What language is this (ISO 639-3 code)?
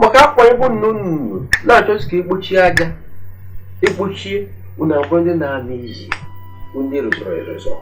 ibo